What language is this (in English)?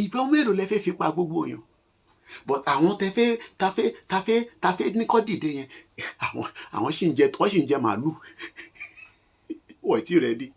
Yoruba